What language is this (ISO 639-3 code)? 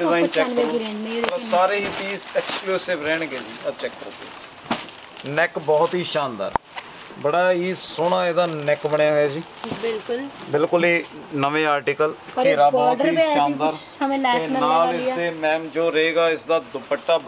hin